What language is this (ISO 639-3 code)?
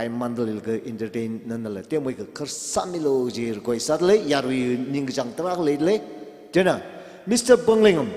nmf